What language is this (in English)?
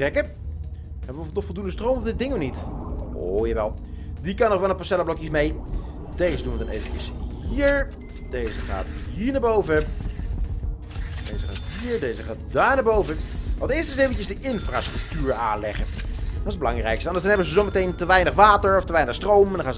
Dutch